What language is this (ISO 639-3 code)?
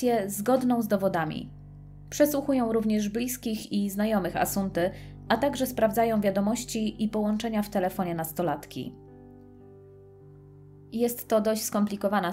pol